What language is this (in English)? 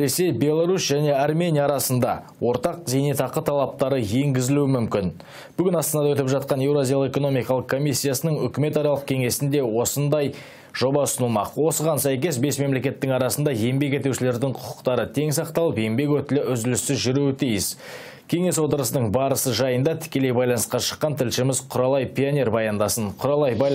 Kazakh